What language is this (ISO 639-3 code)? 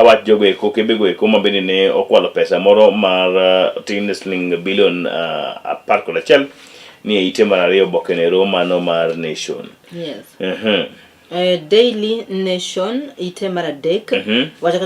luo